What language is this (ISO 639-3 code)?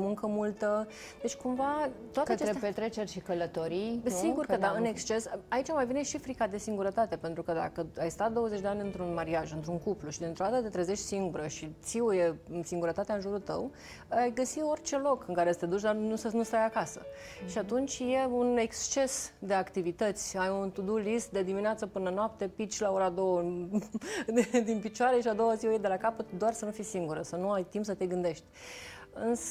ron